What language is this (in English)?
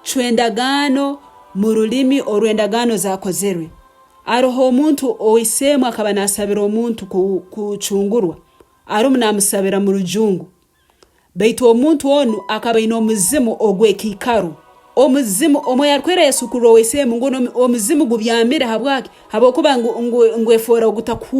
Nyoro